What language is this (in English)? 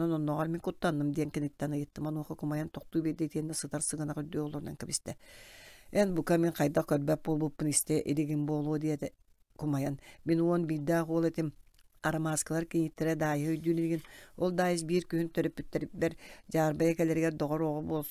Yakut